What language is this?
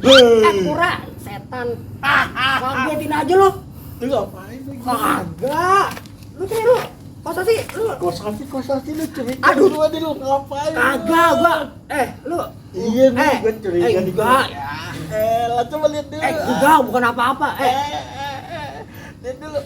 Betawi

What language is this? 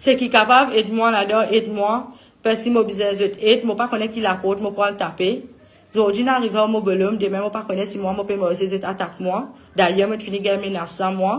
Morisyen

